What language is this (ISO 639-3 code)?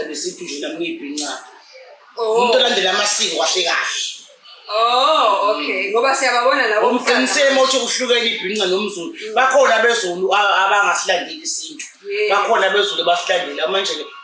zul